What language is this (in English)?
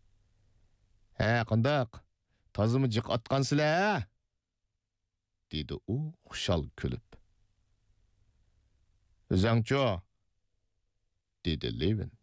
Uyghur